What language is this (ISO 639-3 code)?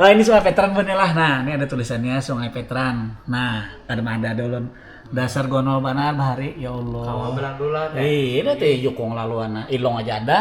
bjn